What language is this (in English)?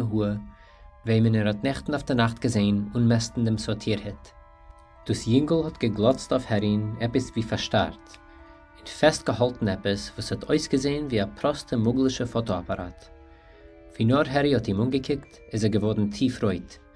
Yiddish